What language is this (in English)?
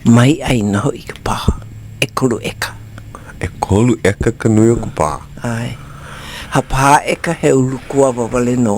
Hawaiian